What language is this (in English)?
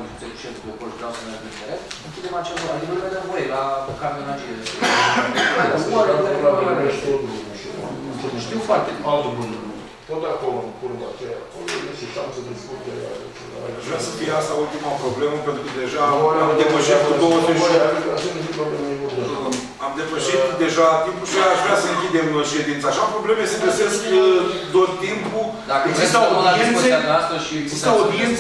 Romanian